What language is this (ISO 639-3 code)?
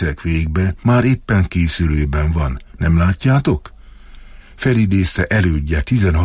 hun